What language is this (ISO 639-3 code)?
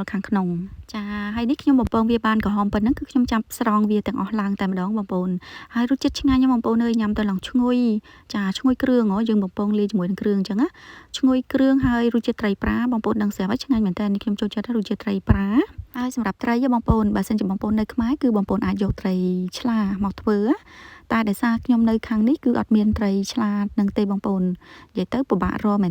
khm